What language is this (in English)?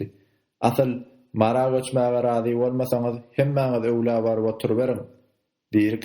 Turkmen